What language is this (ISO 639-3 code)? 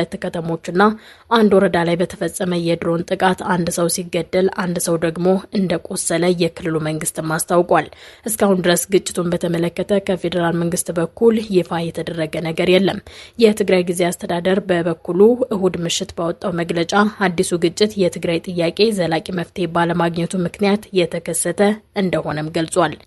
amh